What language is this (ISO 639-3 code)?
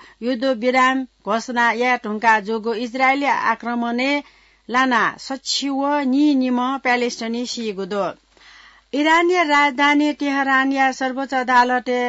new